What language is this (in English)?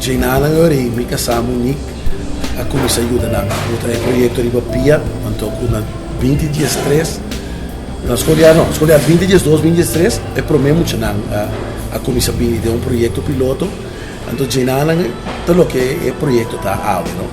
Papiamento